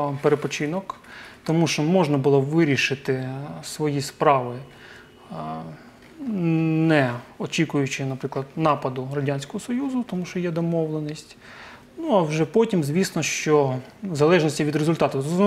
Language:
Ukrainian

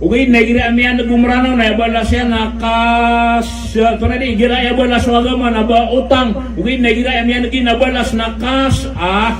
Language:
Maranao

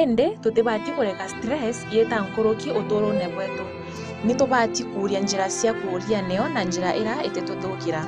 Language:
Meru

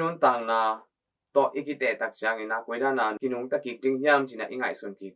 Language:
Tedim Chin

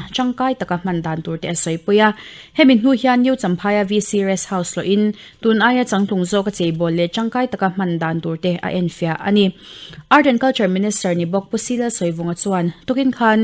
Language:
Mizo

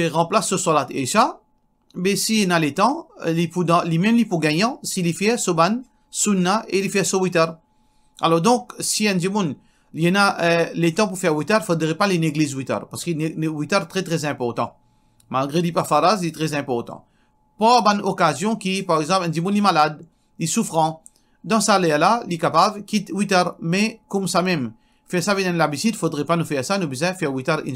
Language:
Morisyen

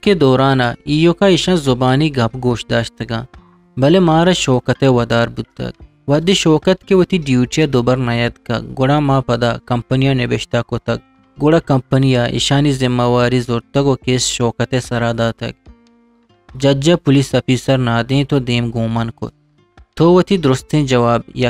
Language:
Eastern Balochi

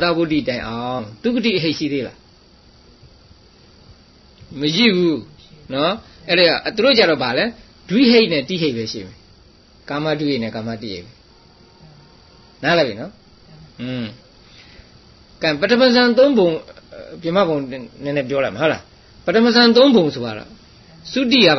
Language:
Burmese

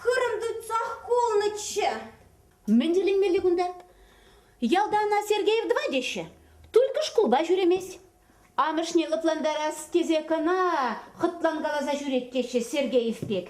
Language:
Chuvash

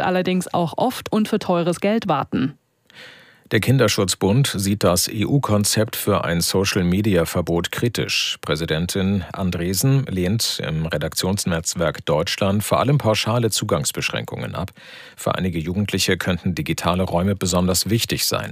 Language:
German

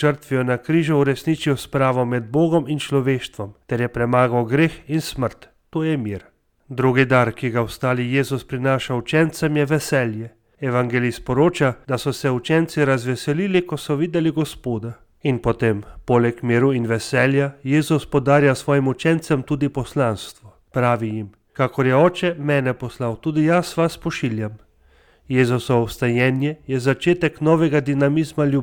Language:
Slovenian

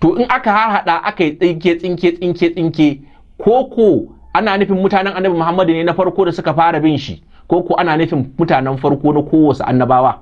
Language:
Hausa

